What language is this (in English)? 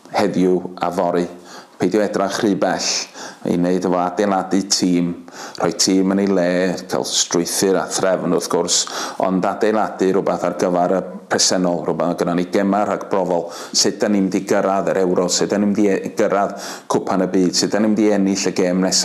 Welsh